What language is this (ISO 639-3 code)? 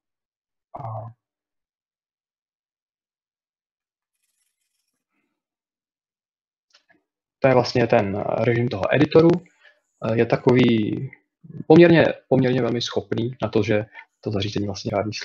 ces